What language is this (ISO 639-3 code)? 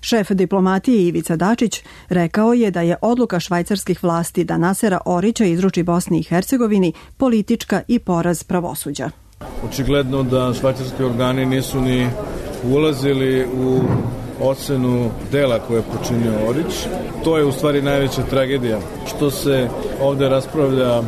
srp